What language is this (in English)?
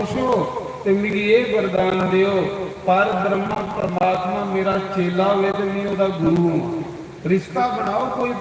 Dogri